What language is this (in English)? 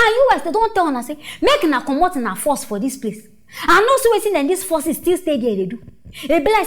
Nigerian Pidgin